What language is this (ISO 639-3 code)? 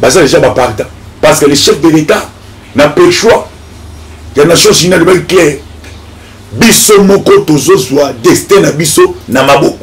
lin